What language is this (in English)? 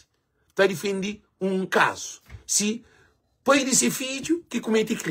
Kabuverdianu